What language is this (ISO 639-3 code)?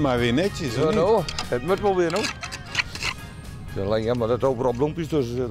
fry